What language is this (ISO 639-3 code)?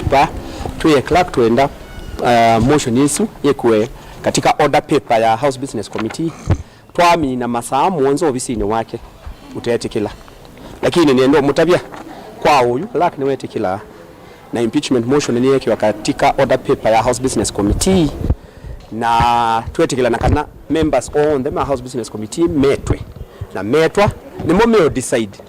kam